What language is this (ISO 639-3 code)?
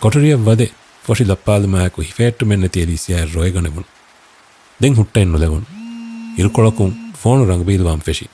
div